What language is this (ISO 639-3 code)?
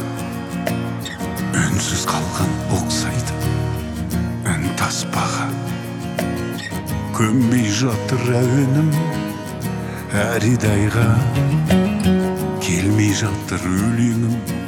kaz